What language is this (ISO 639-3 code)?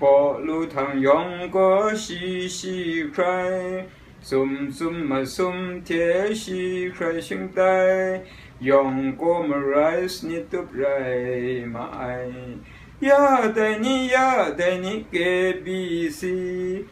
kac